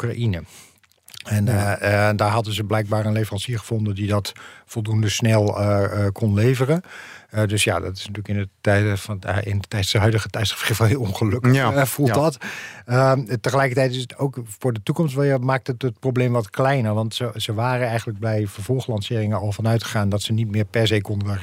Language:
Dutch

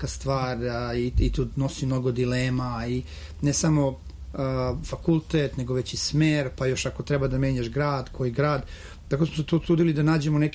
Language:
Serbian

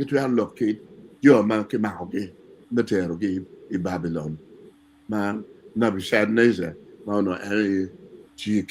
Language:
Acoli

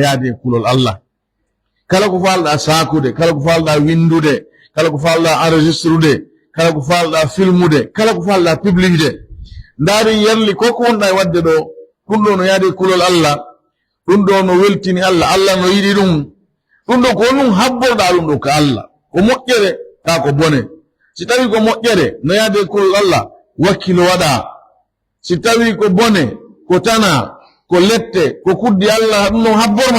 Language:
Pular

